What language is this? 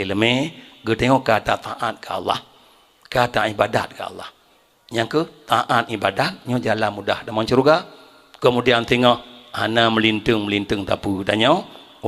Achinese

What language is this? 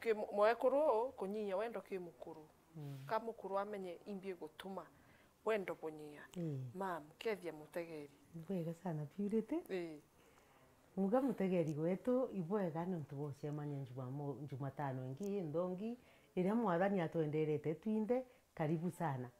Meru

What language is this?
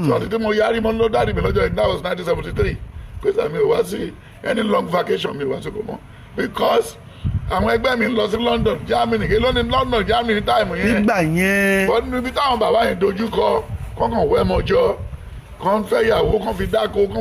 Yoruba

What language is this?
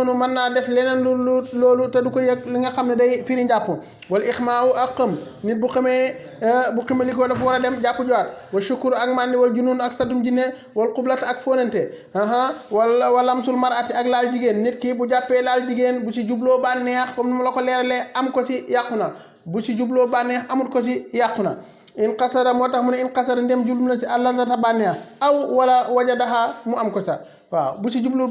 Wolof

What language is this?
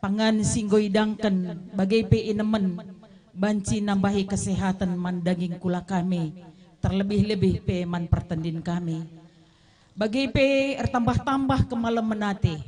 Batak Karo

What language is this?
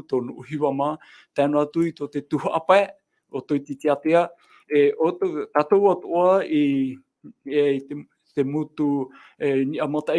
Tahitian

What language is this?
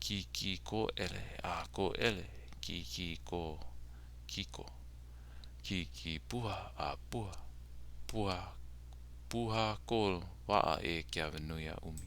Hawaiian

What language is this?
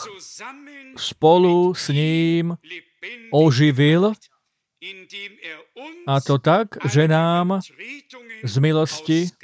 Slovak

